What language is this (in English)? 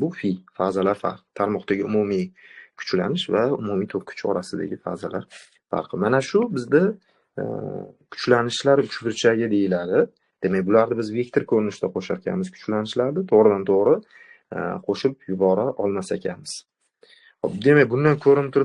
Uzbek